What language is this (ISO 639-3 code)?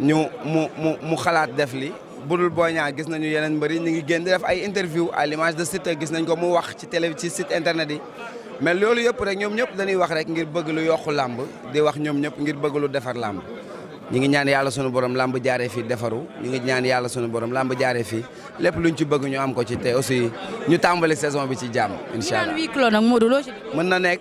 wol